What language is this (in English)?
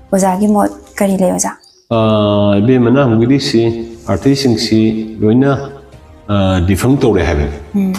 Manipuri